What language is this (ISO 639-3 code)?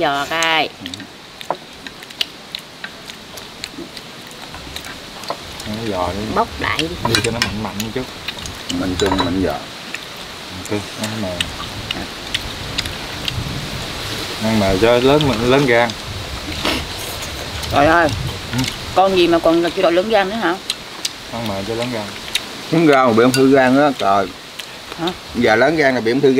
vie